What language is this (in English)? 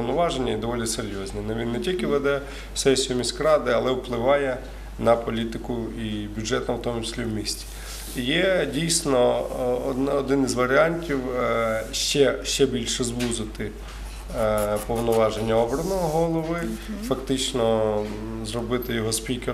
Ukrainian